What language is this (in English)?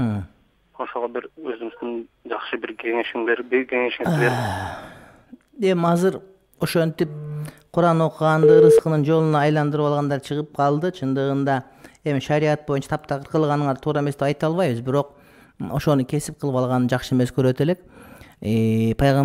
Kyrgyz